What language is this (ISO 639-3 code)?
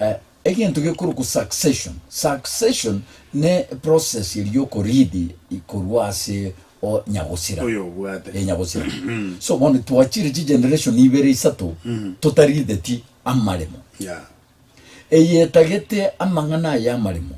guz